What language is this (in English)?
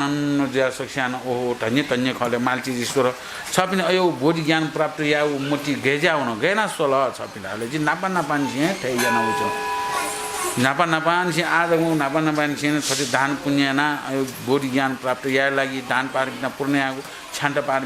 Newari